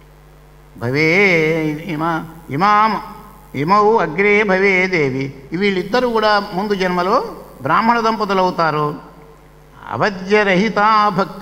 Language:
Telugu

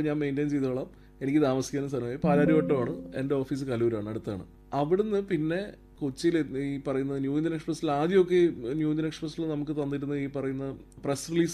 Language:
Malayalam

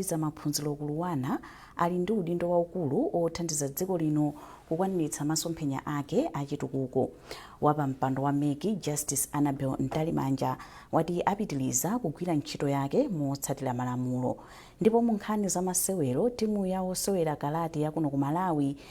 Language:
Nyanja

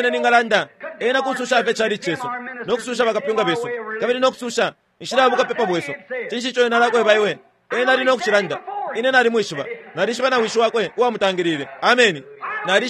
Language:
Bemba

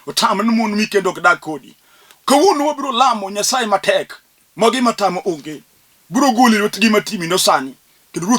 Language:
Luo (Kenya and Tanzania)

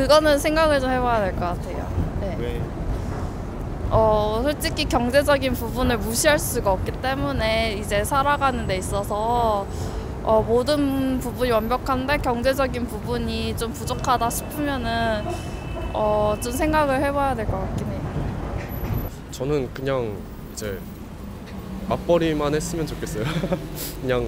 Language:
Korean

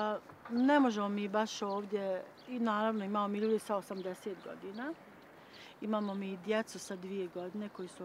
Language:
Bosnian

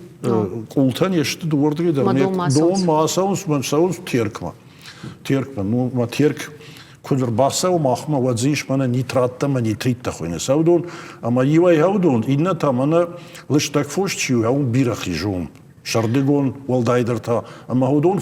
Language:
Ossetic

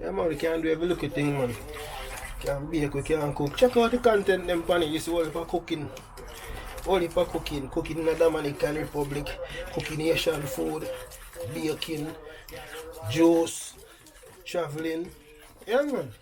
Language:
Jamaican Creole English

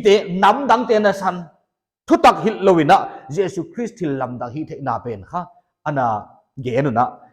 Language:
Paite Chin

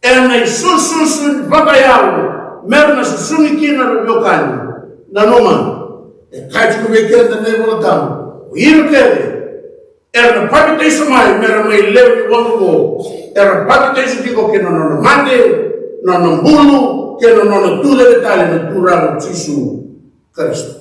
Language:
Fijian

